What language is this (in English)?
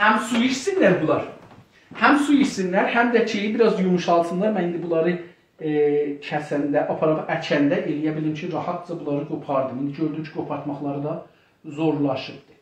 South Azerbaijani